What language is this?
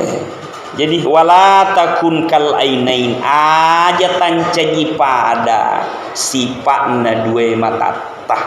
Buginese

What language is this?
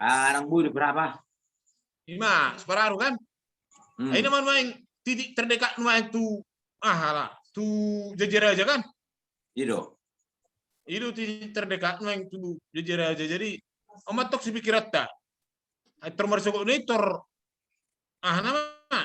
Batak Toba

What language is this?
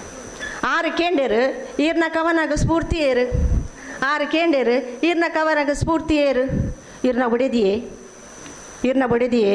Tulu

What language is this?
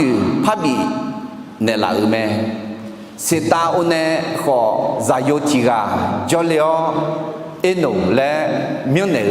Akha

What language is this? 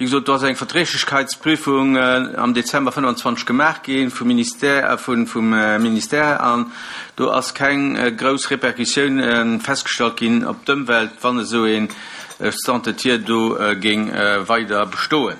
Luxembourgish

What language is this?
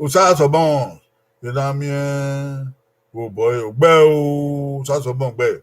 Bini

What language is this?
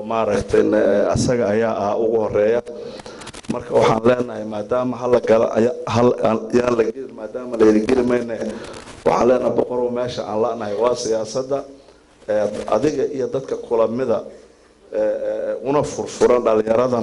Somali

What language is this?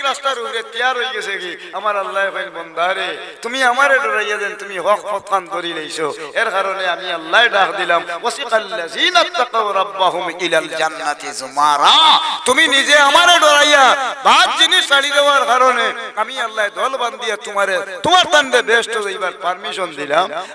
Sylheti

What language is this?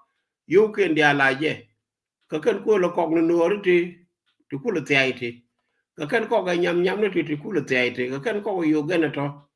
Nuer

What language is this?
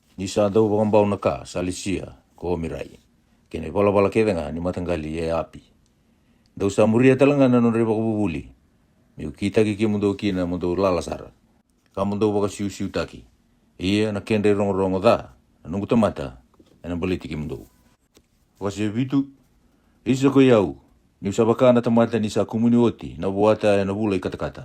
Fijian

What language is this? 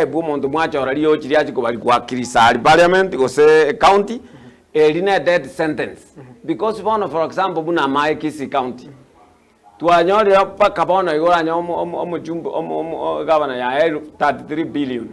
Gusii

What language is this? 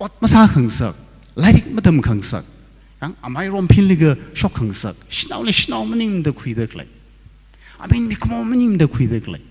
Tangkhul Naga (India)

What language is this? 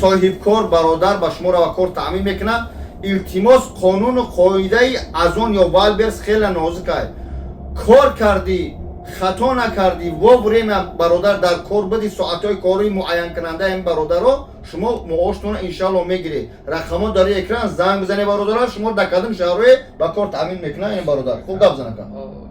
Tajik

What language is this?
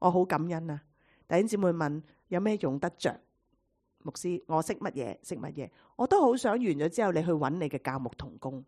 Cantonese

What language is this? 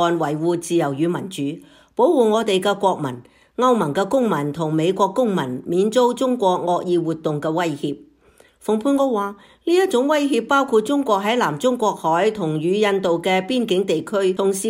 Cantonese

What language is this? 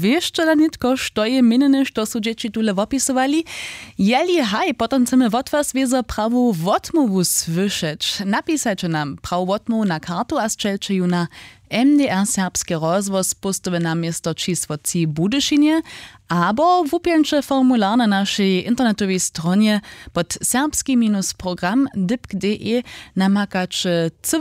Upper Sorbian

